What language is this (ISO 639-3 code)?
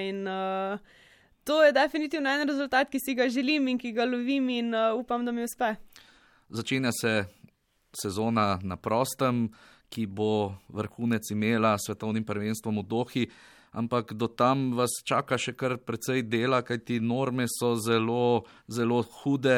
slv